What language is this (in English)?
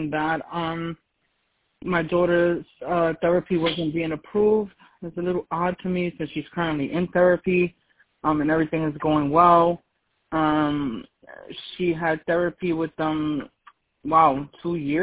English